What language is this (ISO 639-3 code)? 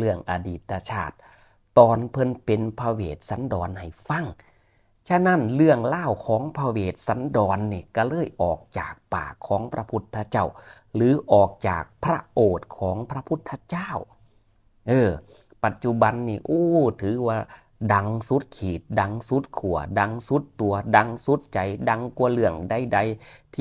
tts